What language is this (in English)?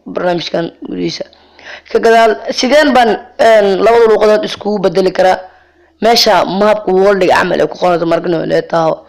Somali